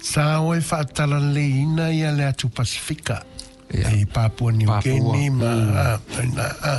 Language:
Samoan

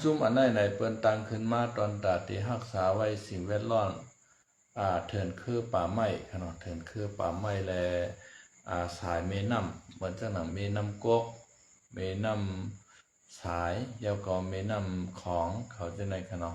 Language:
Shan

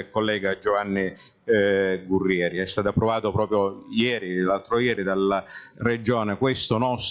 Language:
Italian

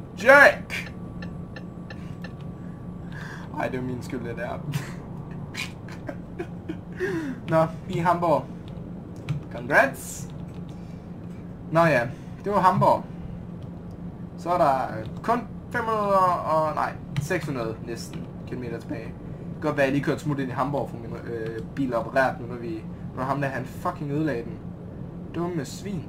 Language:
Danish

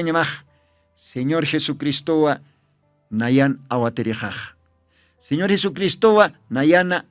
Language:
Aymara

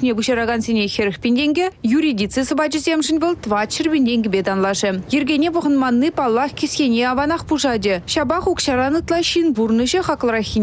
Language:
Chuvash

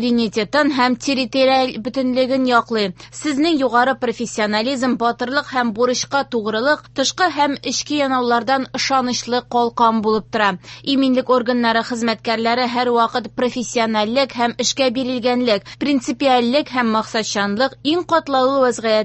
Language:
Tatar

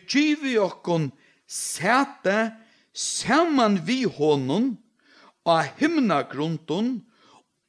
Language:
Faroese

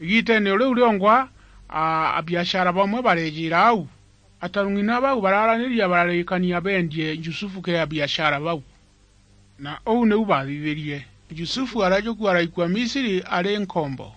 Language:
Meru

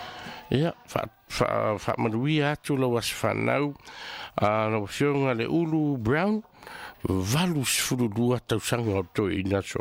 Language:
Samoan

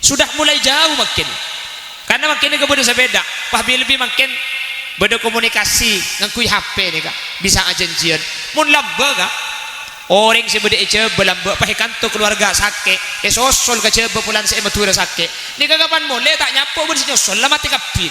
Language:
Madurese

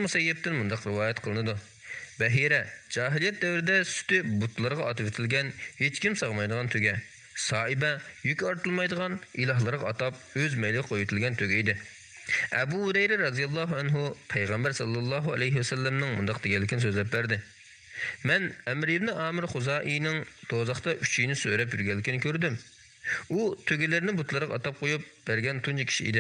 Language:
Uyghur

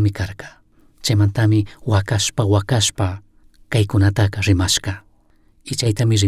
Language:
Chimborazo Highland Quichua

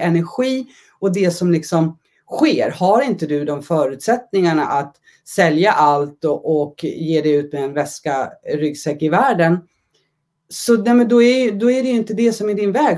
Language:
Swedish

